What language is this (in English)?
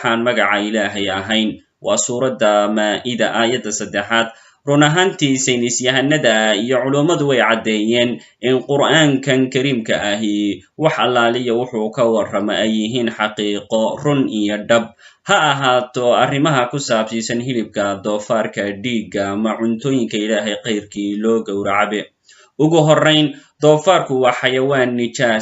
Somali